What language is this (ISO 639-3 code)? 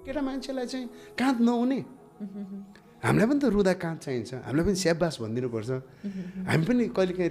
nep